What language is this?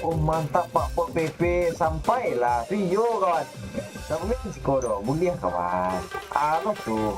Minangkabau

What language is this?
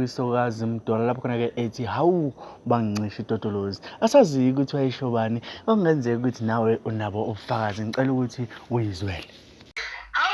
Zulu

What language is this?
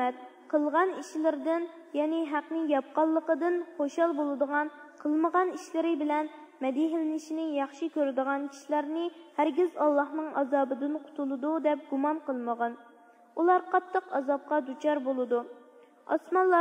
Uyghur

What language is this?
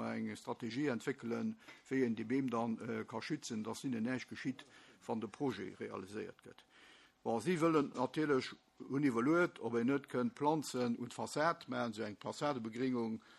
Luxembourgish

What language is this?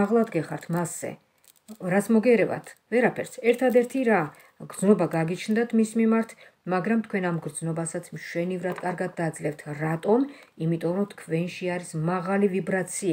Georgian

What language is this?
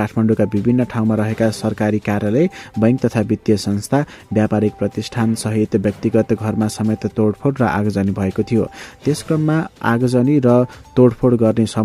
Nepali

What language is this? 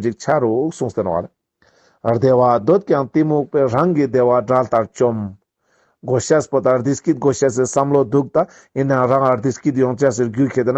Ladakhi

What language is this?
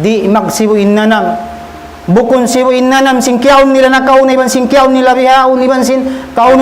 Tausug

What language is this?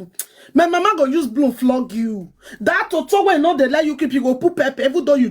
Nigerian Pidgin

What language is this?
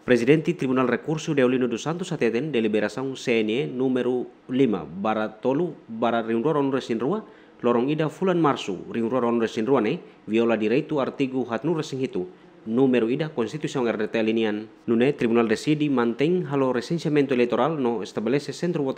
Tetum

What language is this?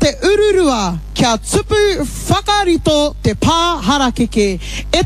Māori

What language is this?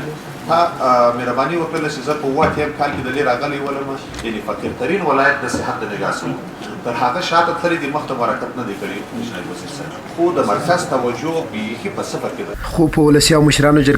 Pashto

